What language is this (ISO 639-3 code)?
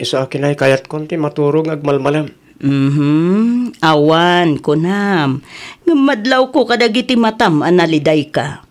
ilo